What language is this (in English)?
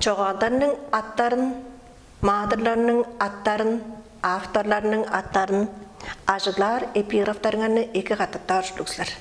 Tuvinian